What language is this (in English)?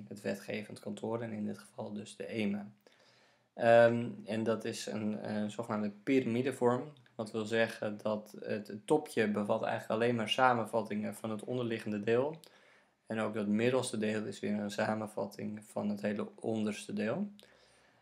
Dutch